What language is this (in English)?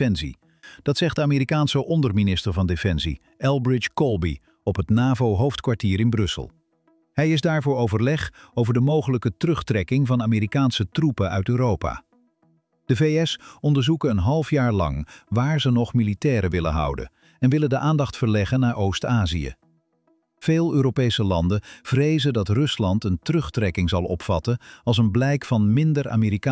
Dutch